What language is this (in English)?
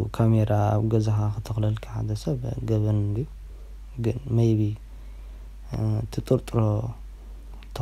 Tigrinya